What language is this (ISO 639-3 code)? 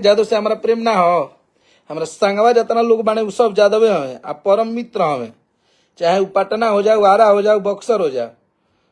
bho